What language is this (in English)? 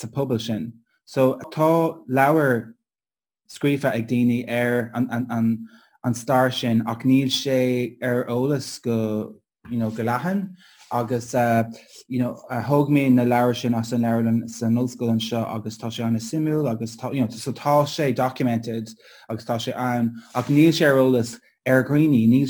Irish